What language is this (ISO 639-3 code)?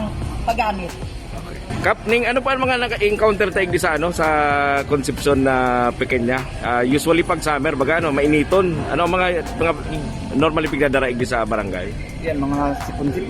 bik